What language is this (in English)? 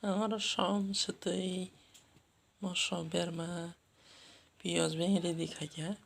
Kok Borok